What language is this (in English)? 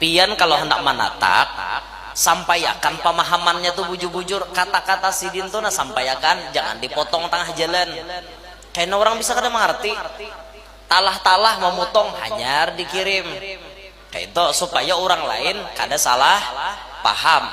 Banjar